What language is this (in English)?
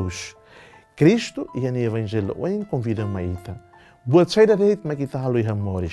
Tetum